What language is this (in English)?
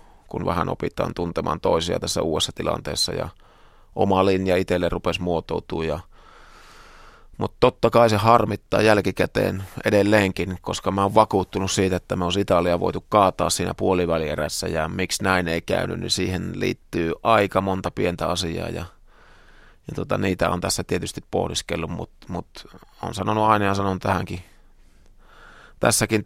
Finnish